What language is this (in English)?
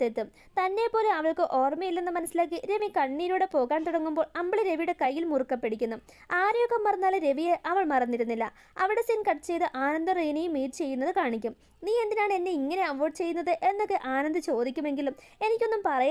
Malayalam